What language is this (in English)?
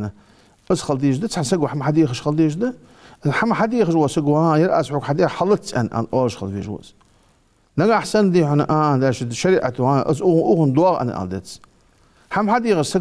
Ingush